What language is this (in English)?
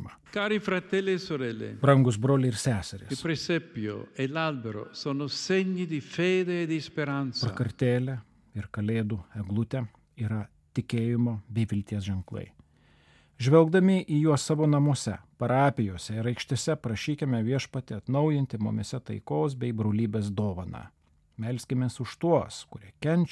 Lithuanian